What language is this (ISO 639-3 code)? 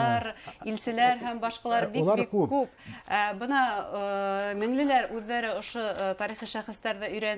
bak